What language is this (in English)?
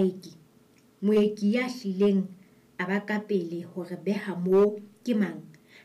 Southern Sotho